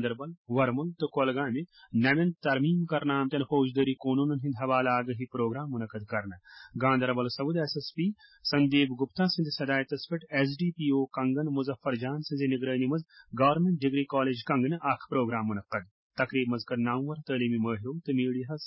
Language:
Kashmiri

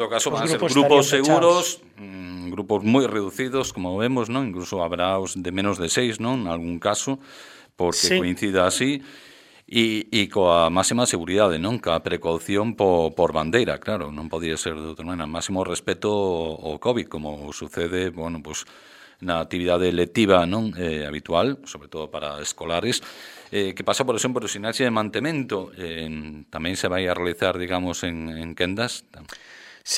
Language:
Galician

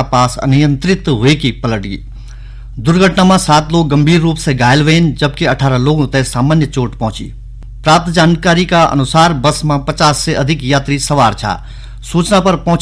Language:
Garhwali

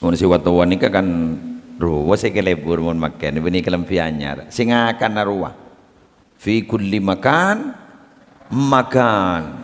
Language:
Madurese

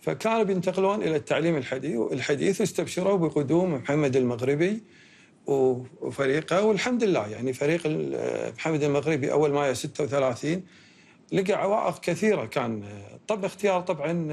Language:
Gulf Arabic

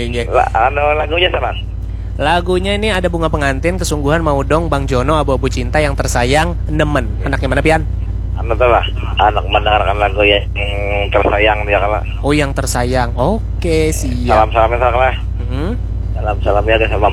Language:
Banjar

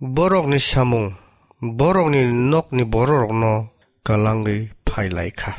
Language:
Kok Borok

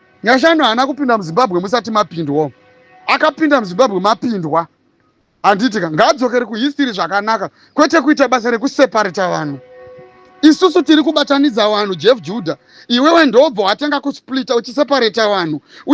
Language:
Shona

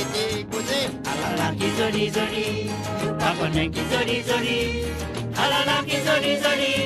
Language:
Morisyen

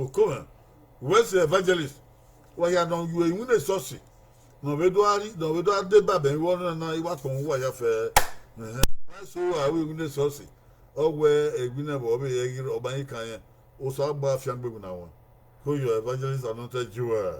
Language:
Bini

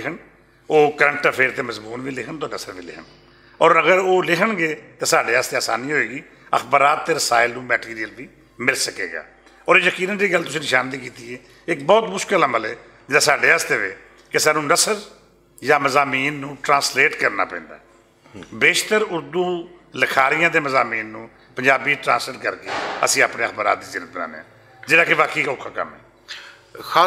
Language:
Western Panjabi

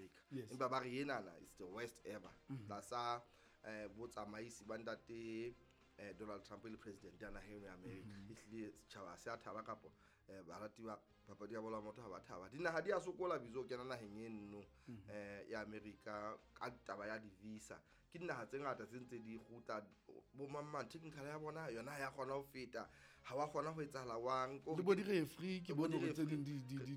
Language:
Southern Sotho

